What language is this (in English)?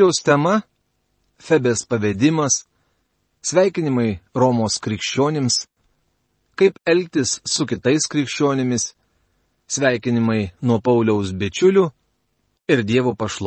Lithuanian